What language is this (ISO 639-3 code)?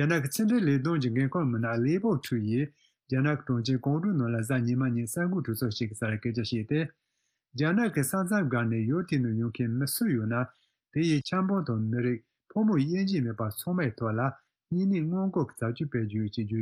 bod